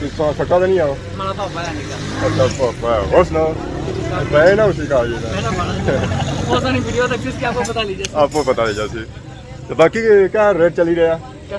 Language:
Pahari-Potwari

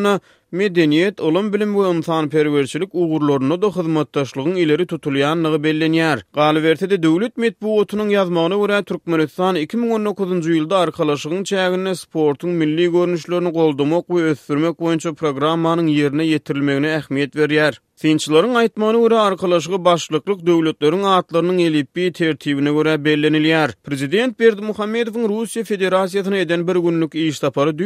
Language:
Turkmen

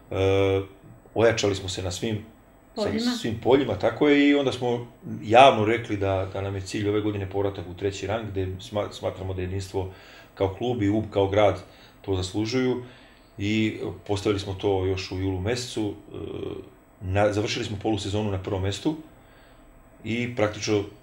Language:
Serbian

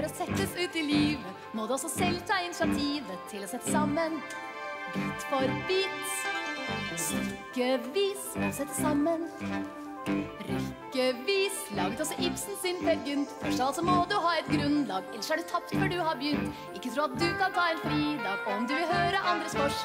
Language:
Norwegian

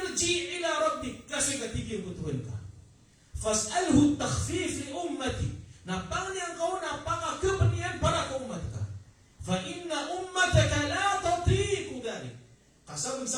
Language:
Maranao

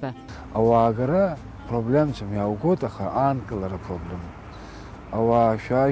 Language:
Abkhazian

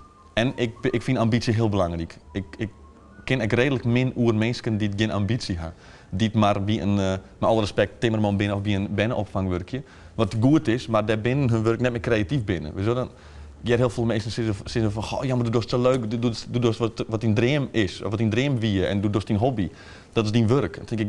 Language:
Western Frisian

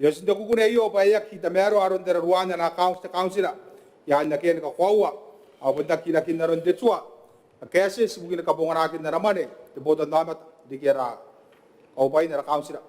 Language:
Gilbertese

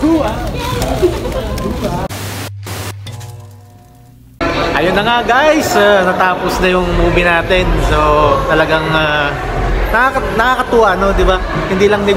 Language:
Filipino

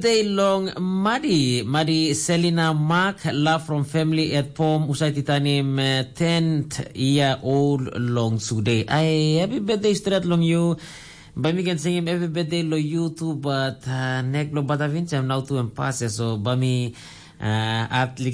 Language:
Tok Pisin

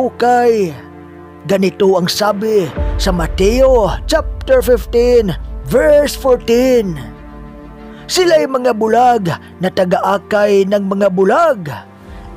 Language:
Filipino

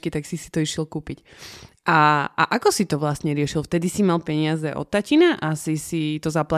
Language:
Slovak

